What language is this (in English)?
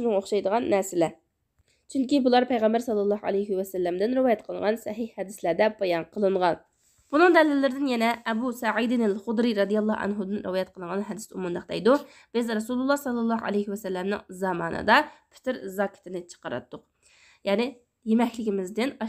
Uyghur